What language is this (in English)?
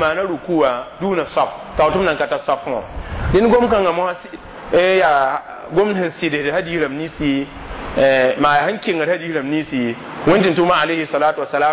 Mossi